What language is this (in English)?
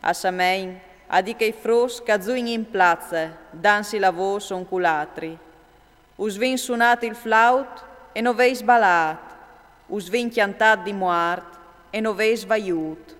Friulian